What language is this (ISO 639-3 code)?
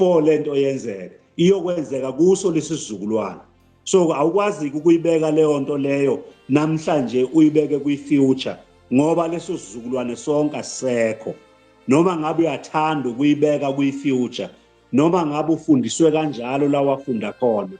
zul